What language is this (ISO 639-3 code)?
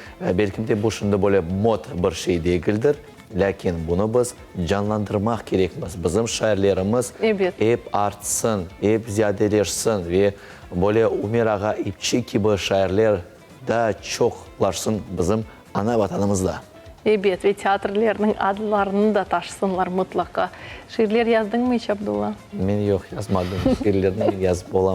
crh